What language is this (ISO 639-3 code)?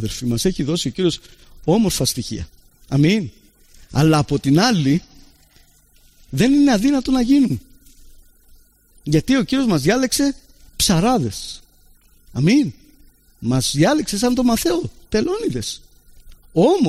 ell